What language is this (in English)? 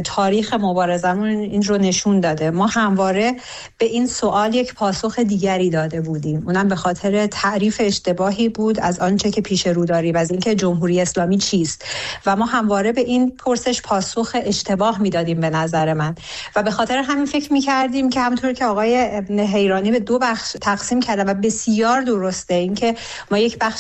Persian